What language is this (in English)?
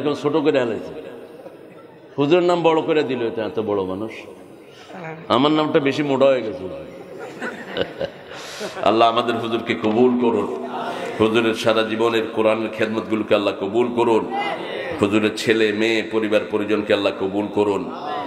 Bangla